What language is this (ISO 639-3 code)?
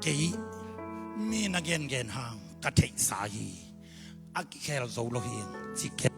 ctd